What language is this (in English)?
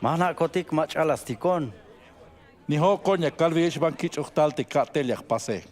Tzeltal